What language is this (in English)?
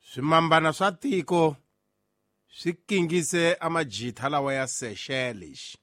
Tsonga